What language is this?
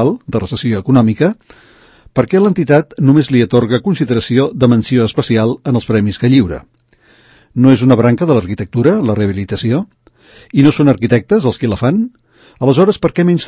Catalan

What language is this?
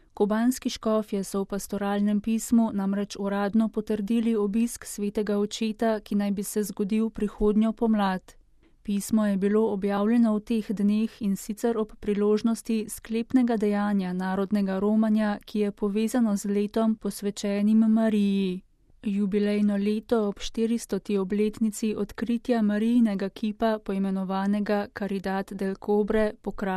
Slovenian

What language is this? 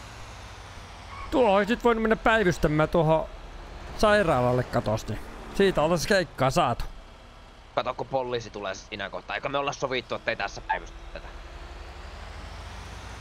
Finnish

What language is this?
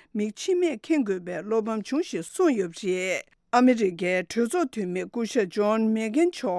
Tibetan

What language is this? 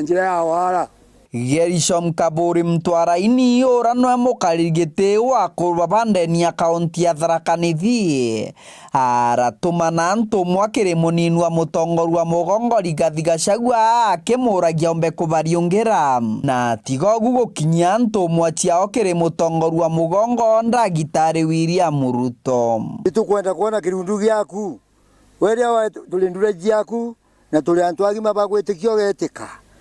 Meru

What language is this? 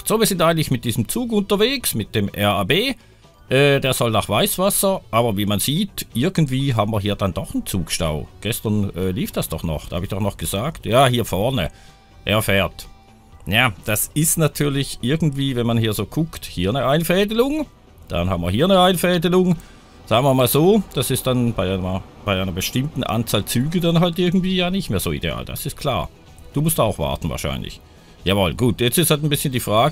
German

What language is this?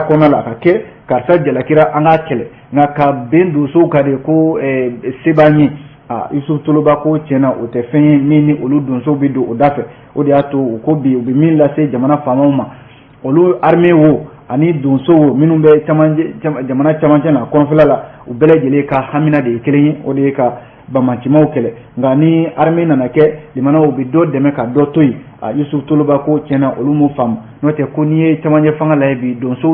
Bambara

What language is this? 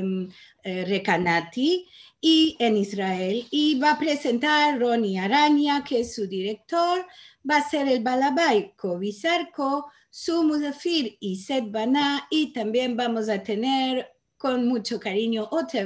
Ladino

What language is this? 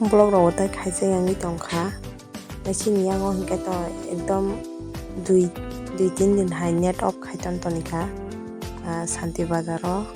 Kok Borok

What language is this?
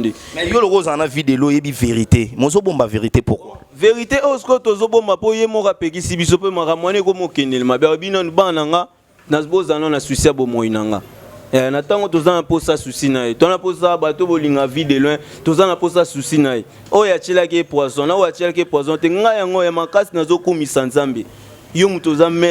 Lingala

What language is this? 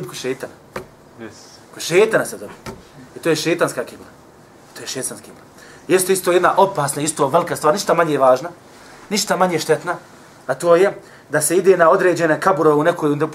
Bosnian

